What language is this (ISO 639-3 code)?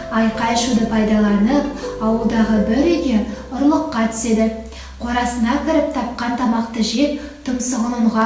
kaz